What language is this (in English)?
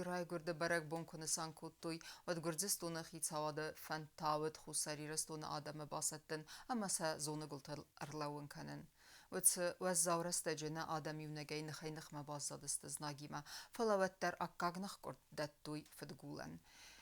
Ossetic